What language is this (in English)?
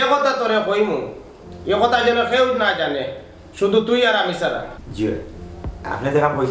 Sylheti